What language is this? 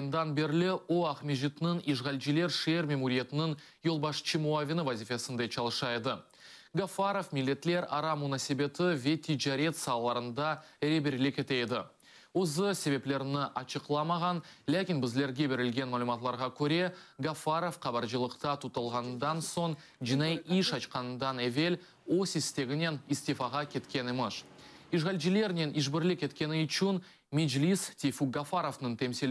Crimean Tatar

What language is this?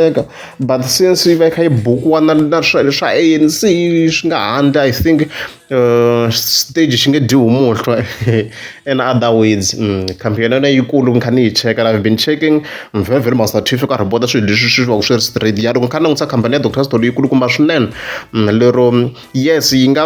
Tsonga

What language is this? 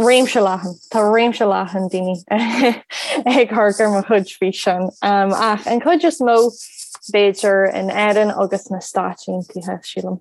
Irish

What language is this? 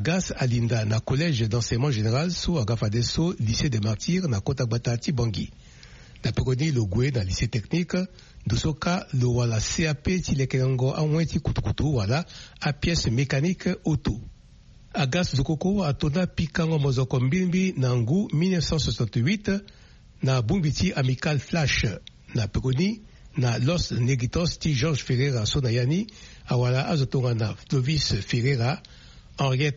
Sango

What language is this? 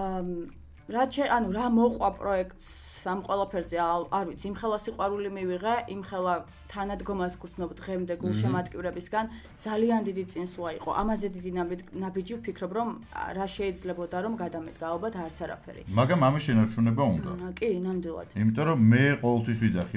Georgian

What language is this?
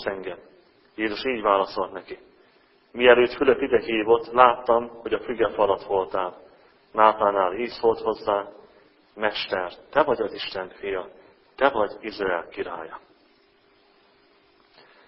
Hungarian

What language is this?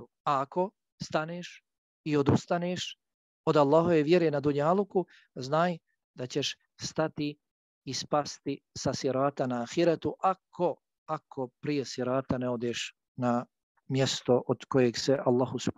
Bosnian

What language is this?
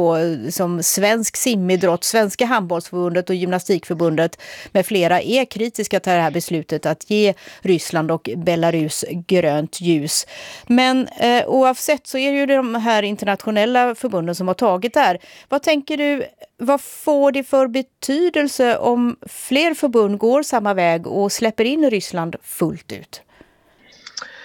Swedish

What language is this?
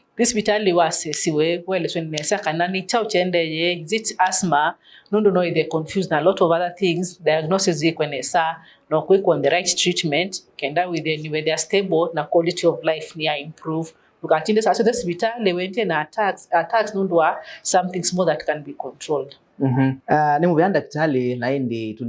Kamba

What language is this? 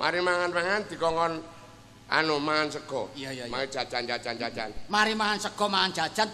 Javanese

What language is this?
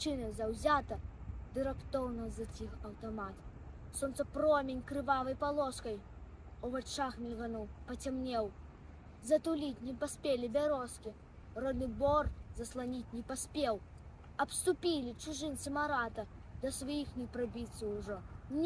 Belarusian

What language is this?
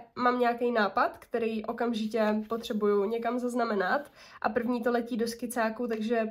Czech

